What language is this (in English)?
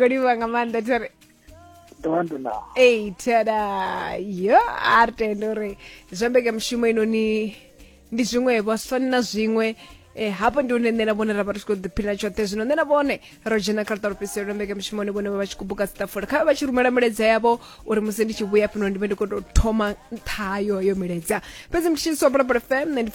Venda